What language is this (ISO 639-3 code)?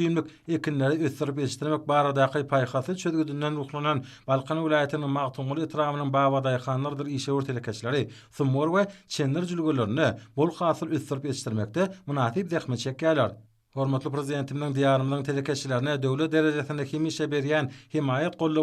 tuk